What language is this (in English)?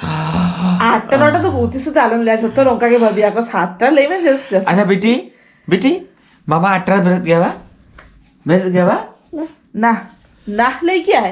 Santali